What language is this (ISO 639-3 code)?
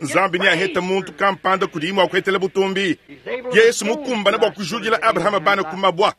lua